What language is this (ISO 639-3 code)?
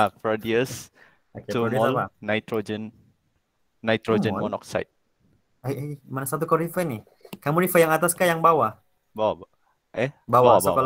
msa